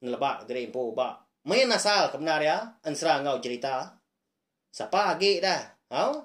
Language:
Iban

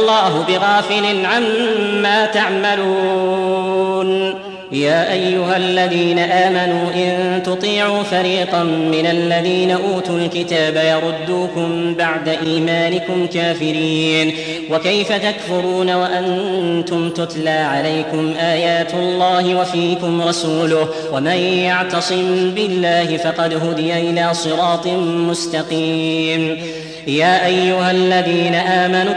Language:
Arabic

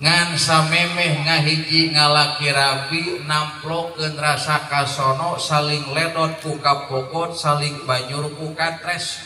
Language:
Sundanese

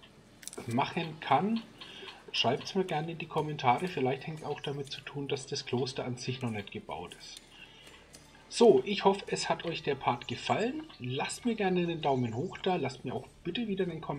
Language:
German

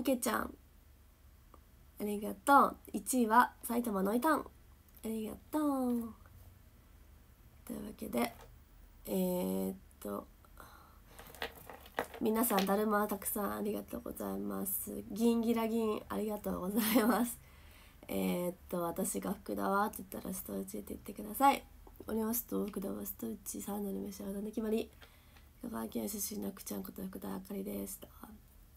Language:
Japanese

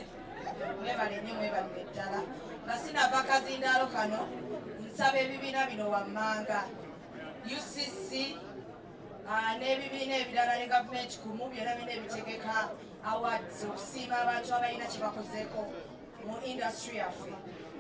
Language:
Ganda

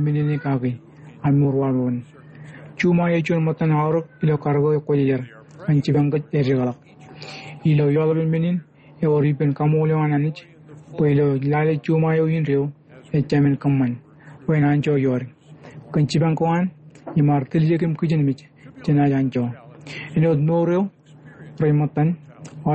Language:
Marshallese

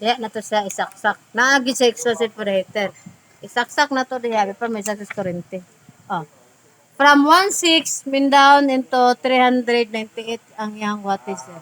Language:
Cebuano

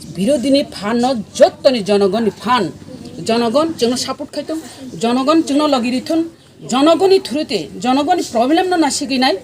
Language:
Kok Borok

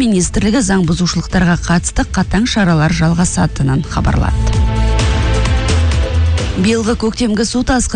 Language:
Kazakh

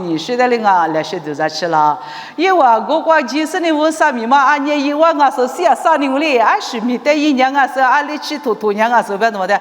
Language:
Lisu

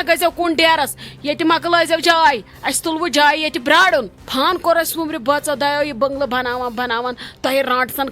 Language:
Kashmiri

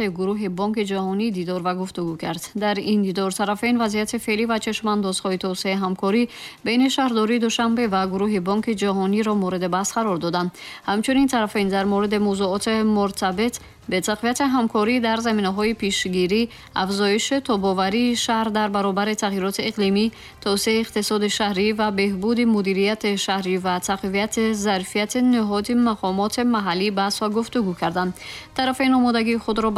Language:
Tajik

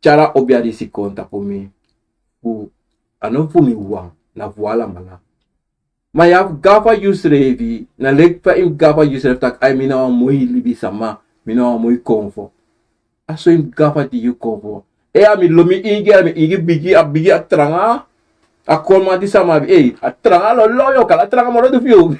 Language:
Sranan Tongo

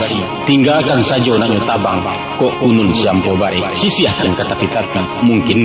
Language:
Minangkabau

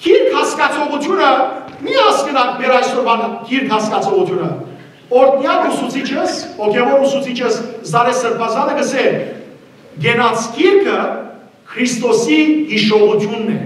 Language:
Western Armenian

